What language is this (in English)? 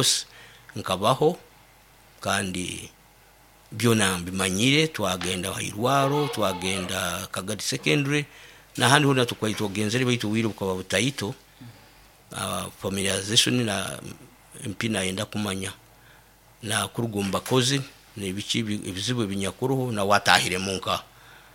Nyoro